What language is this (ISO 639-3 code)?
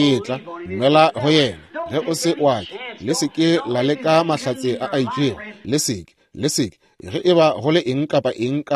nso